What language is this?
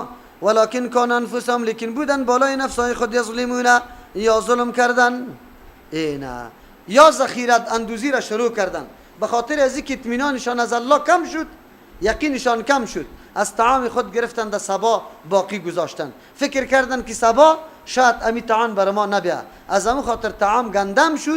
Persian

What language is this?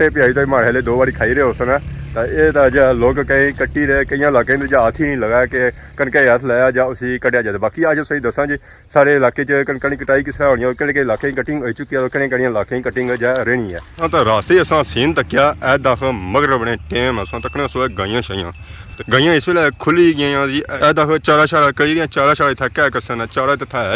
Pahari-Potwari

